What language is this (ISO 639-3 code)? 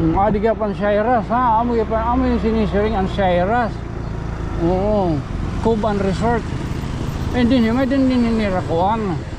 war